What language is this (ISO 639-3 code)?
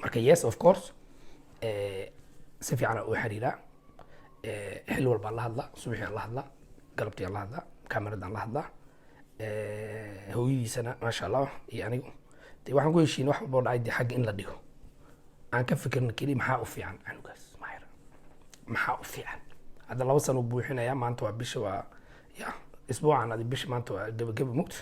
som